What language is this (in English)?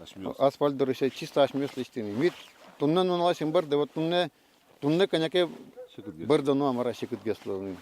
Udmurt